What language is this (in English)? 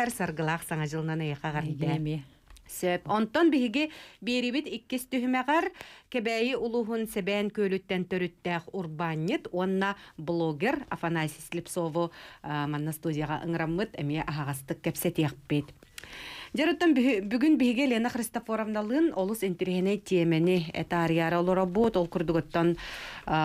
Yakut